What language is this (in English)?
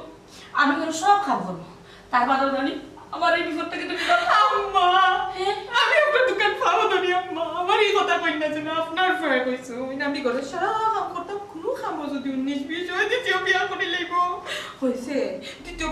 Sylheti